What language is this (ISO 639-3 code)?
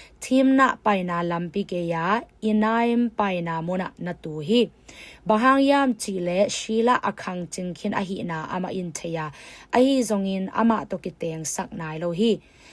ctd